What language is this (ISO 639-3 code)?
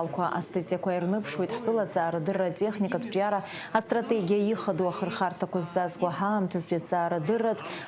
abk